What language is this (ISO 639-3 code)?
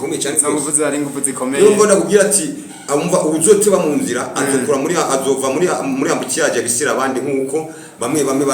run